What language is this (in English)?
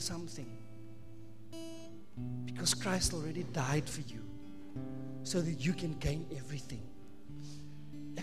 Afrikaans